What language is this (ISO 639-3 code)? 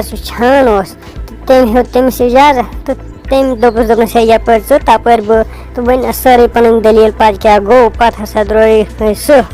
kas